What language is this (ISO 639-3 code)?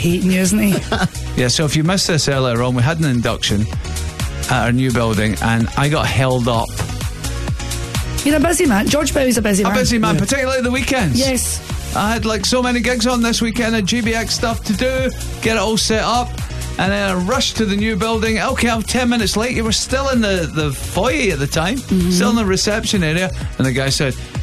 eng